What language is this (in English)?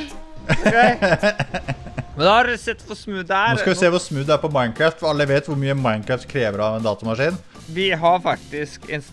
Norwegian